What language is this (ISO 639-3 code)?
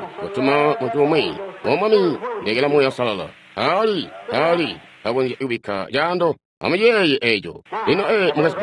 toi